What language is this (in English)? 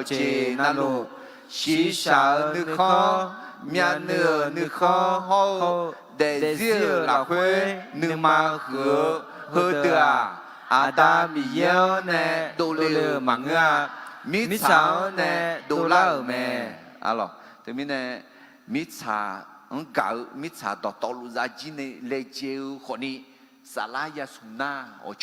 Akha